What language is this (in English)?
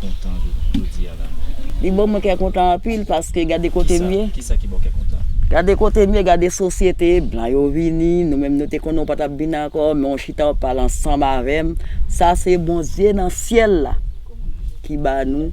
Haitian Creole